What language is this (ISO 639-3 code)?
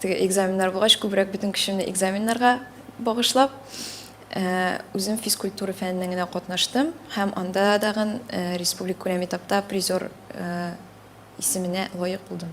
tat